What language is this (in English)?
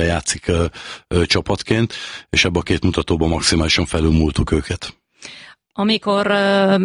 Hungarian